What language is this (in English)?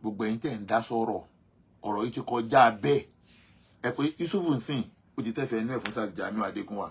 Yoruba